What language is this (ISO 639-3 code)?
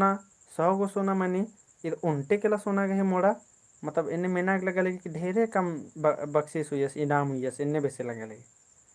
kru